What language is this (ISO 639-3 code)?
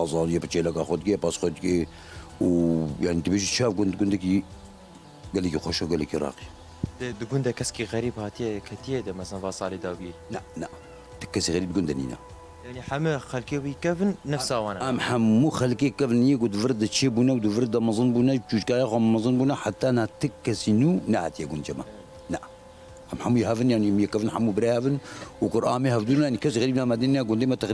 kur